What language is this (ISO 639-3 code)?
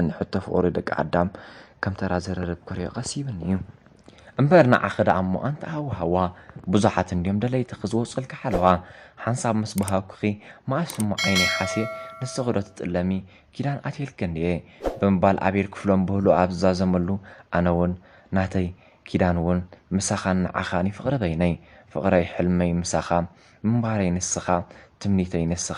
tir